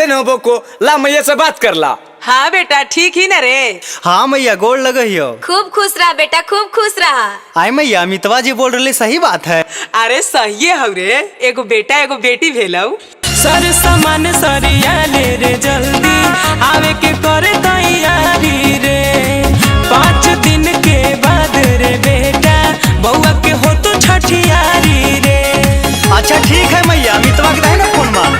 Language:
Magahi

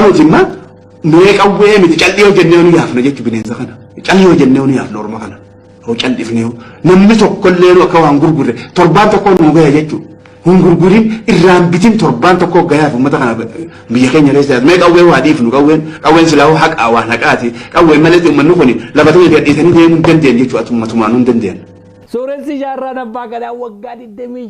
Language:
Oromo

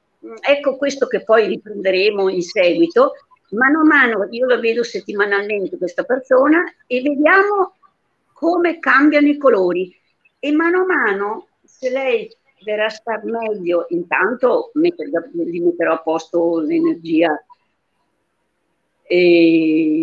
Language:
Italian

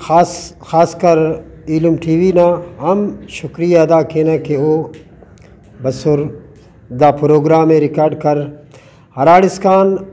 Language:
Brahui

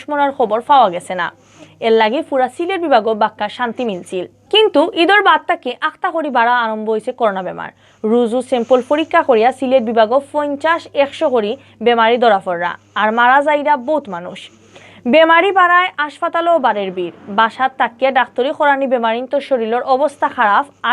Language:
Sylheti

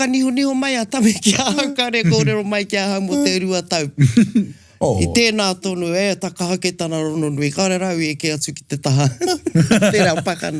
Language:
Māori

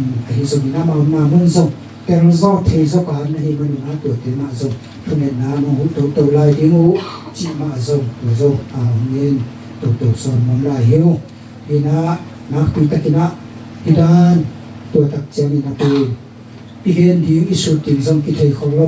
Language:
Tedim Chin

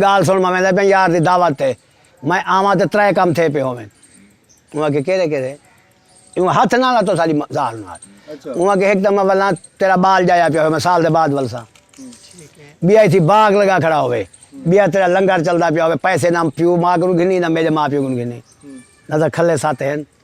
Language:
Saraiki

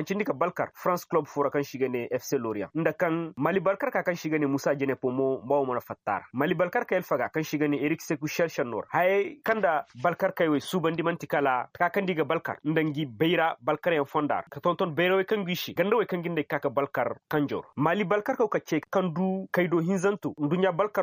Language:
Koyraboro Senni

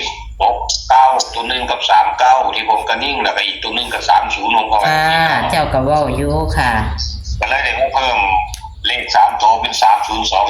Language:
Northeastern Thai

